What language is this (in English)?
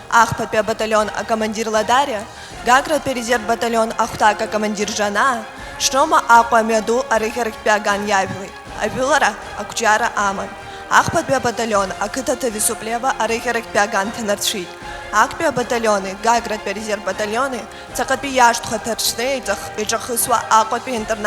Abkhazian